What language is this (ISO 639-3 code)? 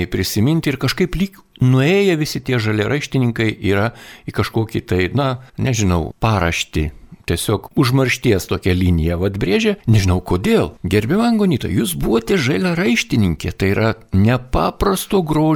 lit